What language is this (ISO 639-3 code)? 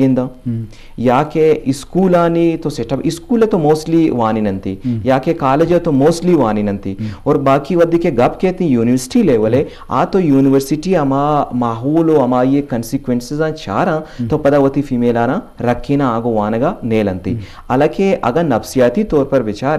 bgp